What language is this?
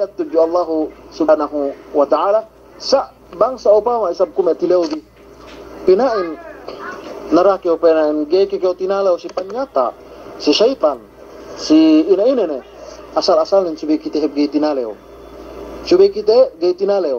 Yakan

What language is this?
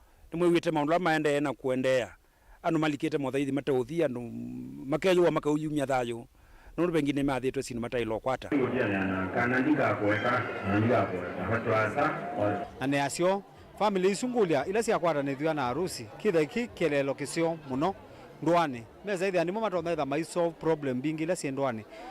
Kamba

